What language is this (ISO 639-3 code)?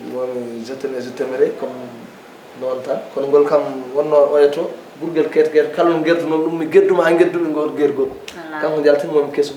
ful